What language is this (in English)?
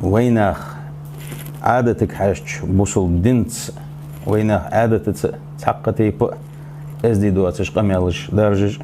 Ingush